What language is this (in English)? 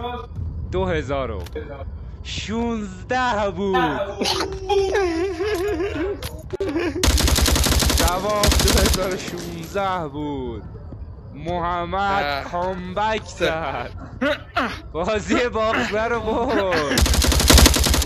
Persian